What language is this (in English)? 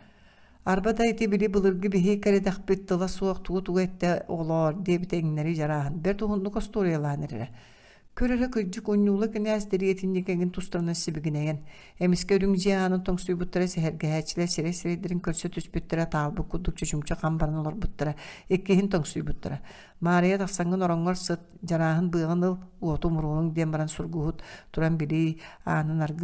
Yakut